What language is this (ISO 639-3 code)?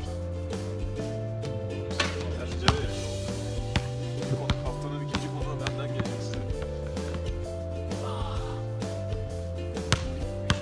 tur